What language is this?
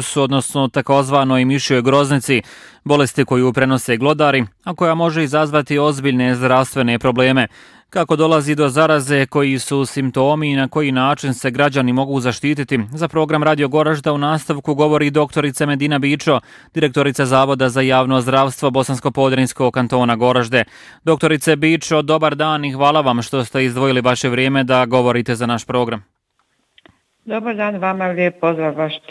Bosnian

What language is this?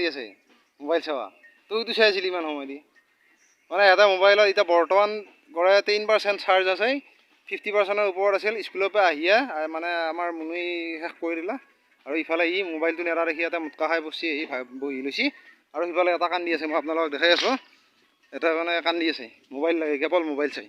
Assamese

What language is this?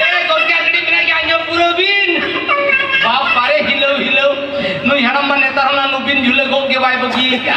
Santali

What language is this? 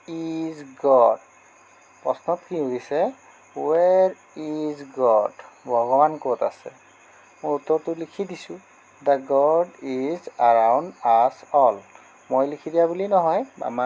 Assamese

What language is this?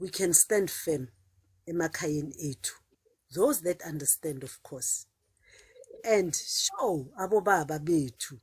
Zulu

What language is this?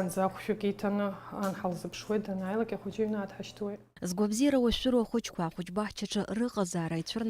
Abkhazian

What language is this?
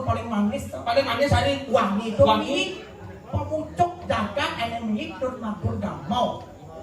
Balinese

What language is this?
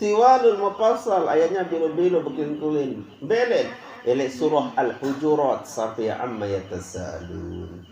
Sasak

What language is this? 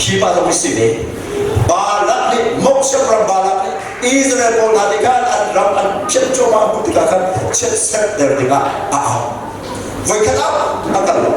Hakha Chin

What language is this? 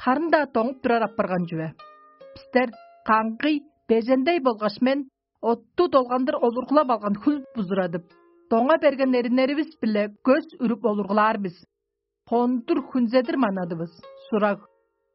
Tuvinian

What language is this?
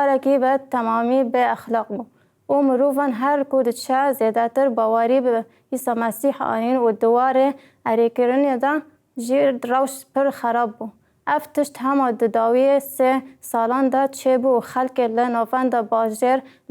Kurdish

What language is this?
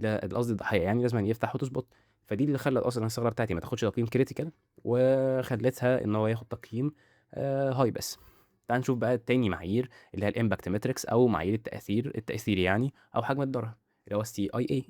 Egyptian Arabic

